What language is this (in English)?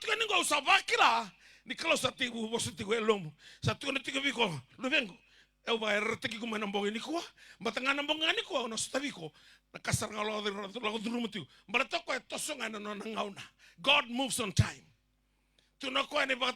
Fijian